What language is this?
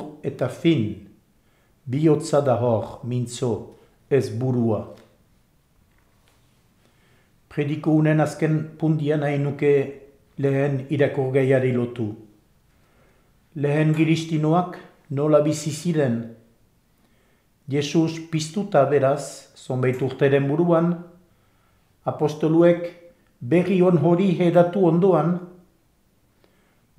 Basque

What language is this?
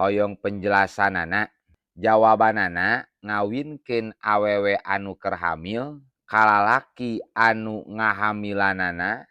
Sundanese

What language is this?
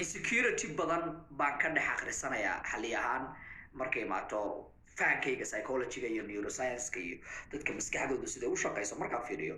Somali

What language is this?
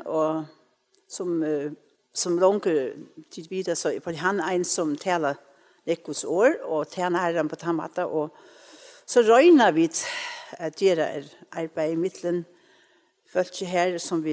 Faroese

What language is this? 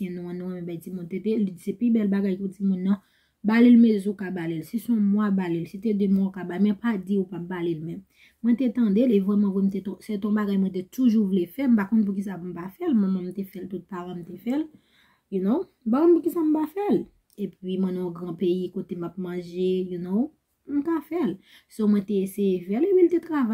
Haitian Creole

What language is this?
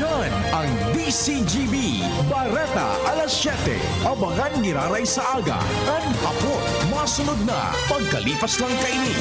Bikol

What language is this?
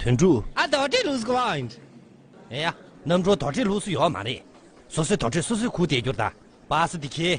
Tibetan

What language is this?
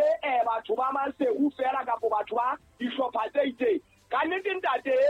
Southern Sotho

